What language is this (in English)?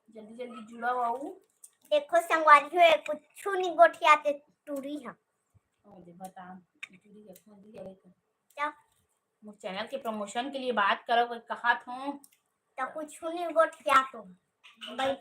Chhattisgarhi